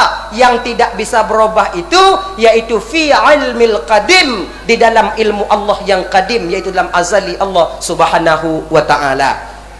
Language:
Achinese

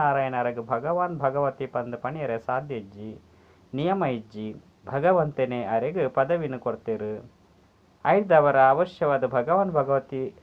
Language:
Tulu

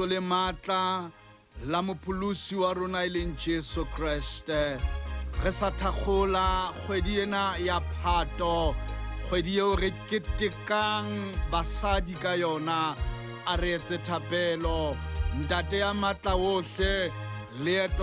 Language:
Southern Sotho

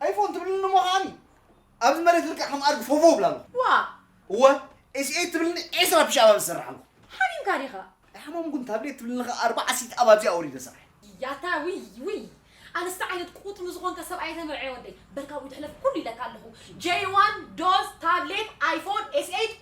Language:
Tigrinya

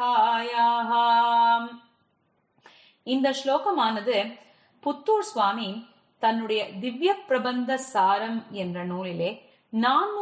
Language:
Tamil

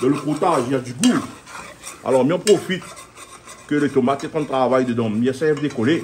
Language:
Réunion Creole French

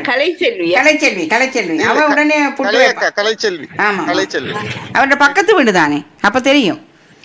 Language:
Tamil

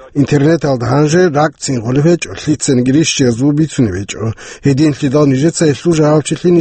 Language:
Avaric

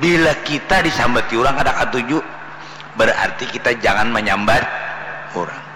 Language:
Banjar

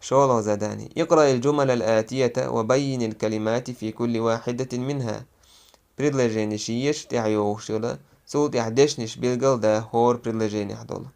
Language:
Chechen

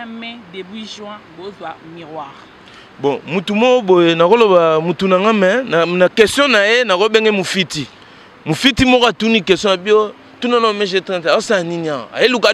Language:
Lingala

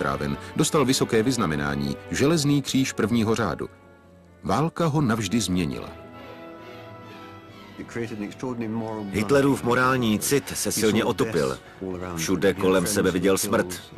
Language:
Czech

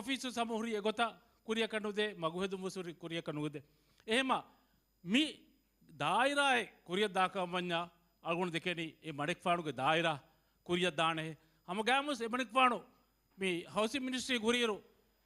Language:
Divehi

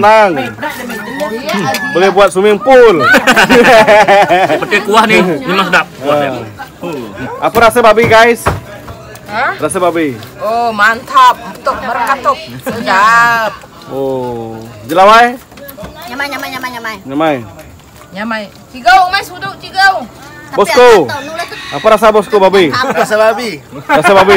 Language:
Malay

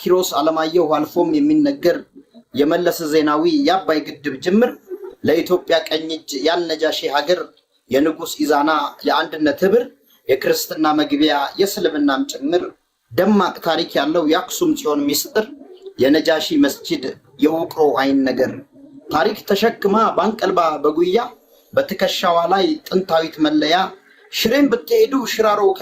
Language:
Amharic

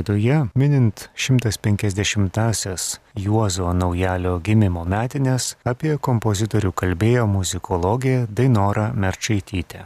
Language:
Lithuanian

